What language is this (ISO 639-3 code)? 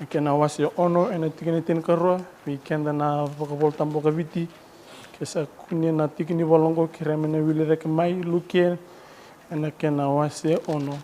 fij